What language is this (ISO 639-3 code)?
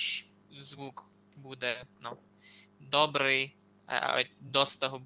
rue